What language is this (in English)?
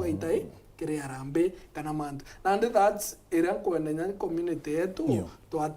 Meru